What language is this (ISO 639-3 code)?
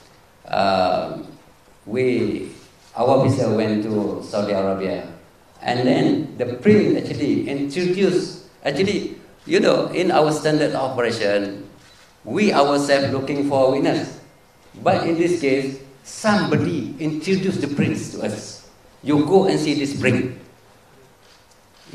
msa